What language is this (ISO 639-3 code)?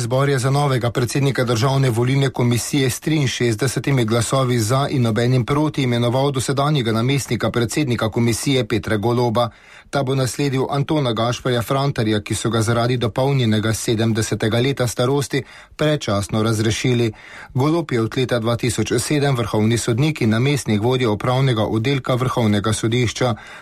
slv